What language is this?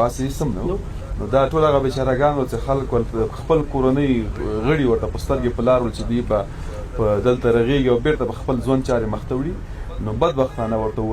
Pashto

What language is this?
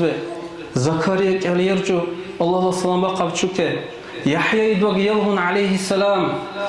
Dargwa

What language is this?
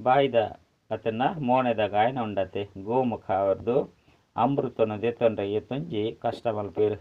Tulu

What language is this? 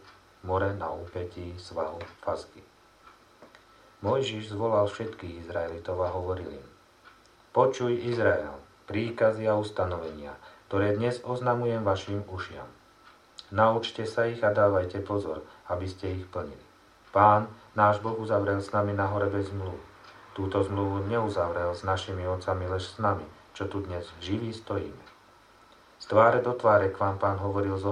Slovak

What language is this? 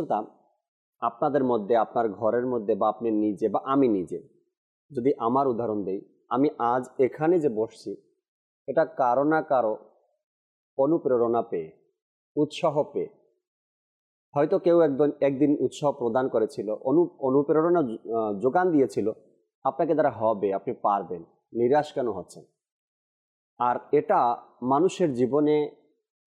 Bangla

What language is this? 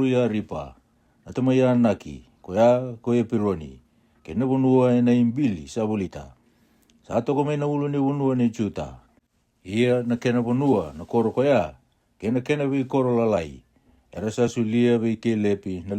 Fijian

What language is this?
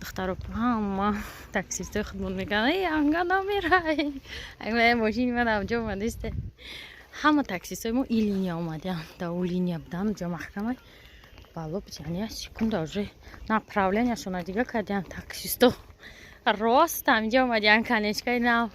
Tajik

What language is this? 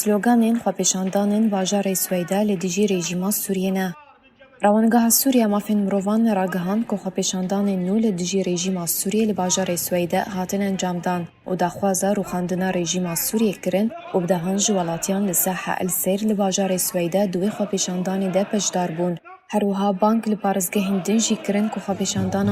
Kurdish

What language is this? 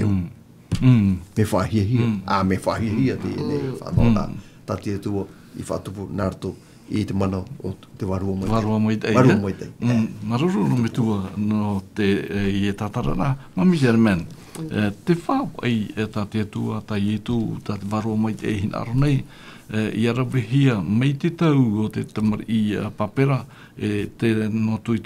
Tahitian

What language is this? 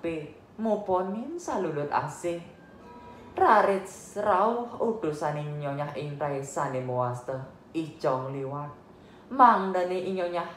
Balinese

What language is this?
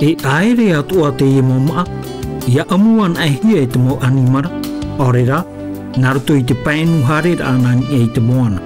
Tahitian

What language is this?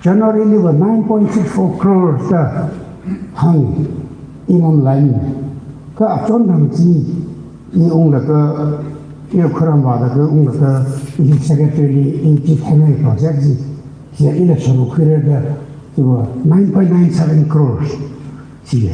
Tangkhul Naga (India)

